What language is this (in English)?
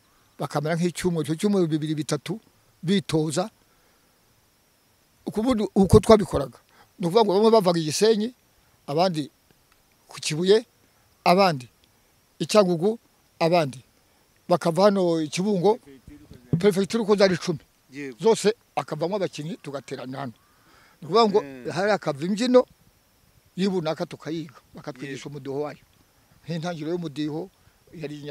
Kinyarwanda